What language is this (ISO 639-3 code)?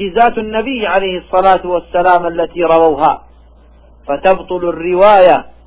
ara